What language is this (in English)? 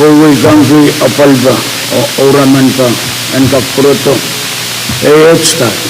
Pohnpeian